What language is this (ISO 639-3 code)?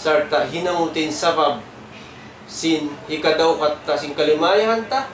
tsg